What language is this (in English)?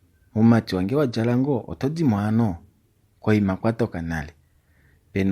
Kuanyama